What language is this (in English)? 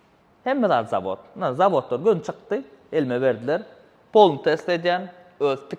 Turkmen